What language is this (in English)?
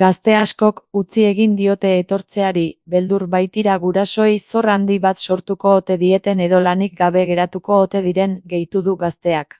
Basque